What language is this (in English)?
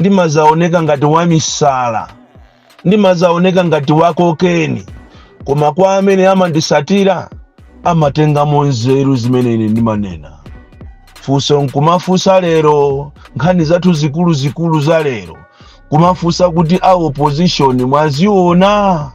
Nyanja